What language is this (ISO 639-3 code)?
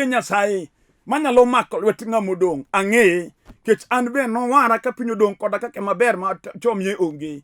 luo